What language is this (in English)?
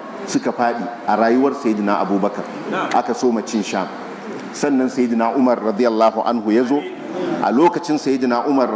Hausa